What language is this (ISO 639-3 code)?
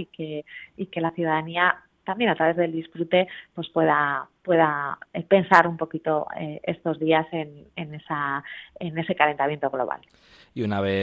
spa